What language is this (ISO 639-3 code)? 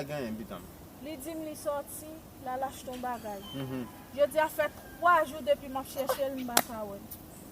hat